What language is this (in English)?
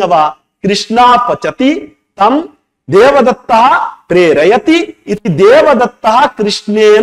Sanskrit